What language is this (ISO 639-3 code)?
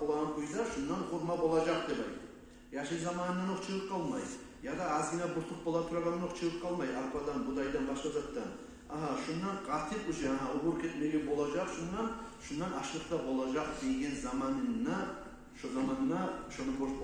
kum